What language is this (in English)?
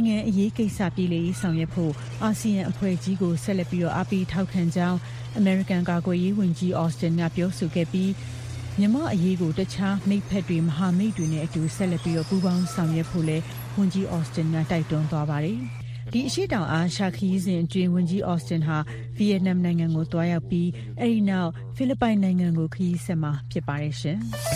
Burmese